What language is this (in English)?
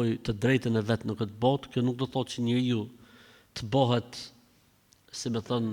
Albanian